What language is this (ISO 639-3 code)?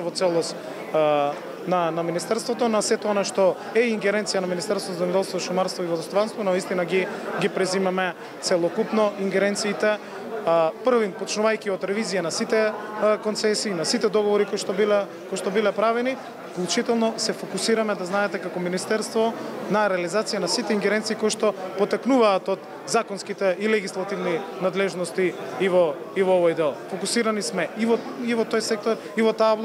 mkd